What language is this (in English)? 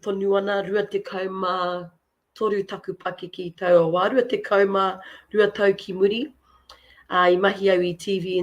Māori